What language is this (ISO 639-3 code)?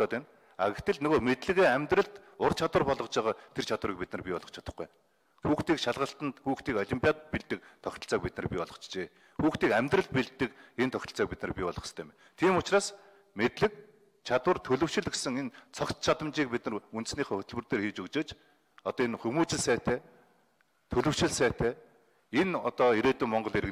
mon